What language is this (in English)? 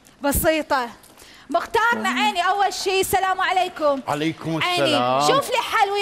Mesopotamian Arabic